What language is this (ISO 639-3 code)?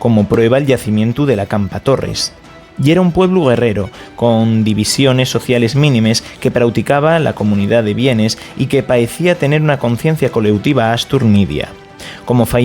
ast